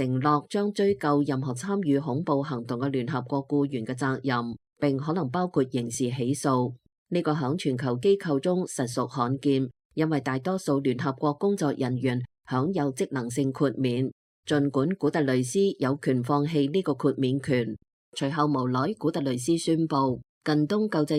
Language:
Cantonese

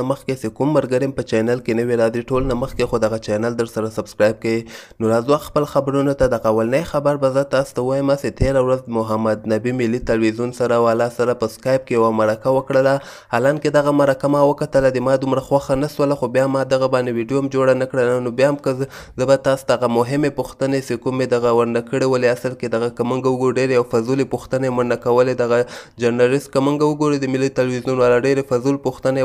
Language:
Pashto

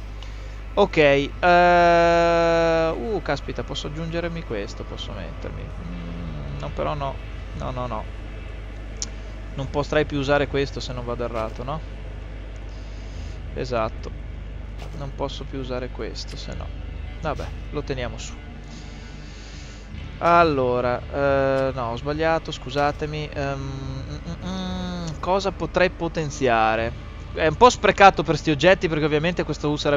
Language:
Italian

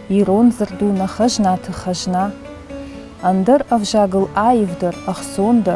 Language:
Ossetic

